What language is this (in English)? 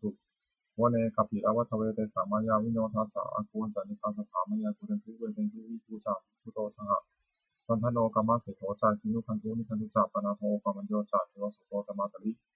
Pali